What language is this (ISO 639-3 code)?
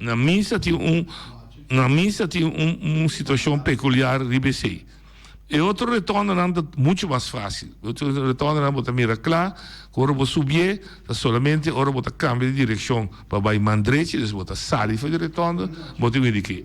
pap